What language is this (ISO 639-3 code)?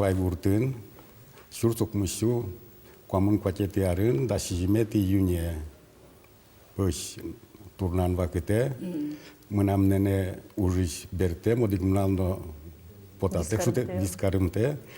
udm